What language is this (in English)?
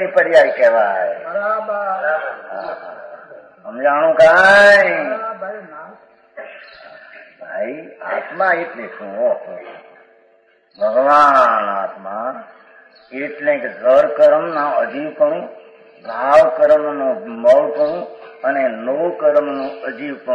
Gujarati